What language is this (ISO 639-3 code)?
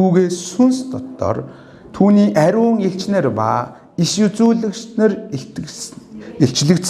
mon